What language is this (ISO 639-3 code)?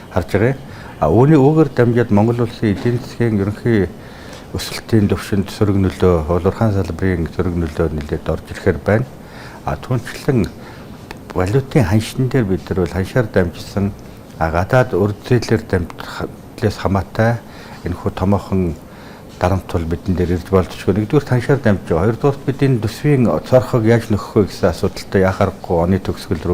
mon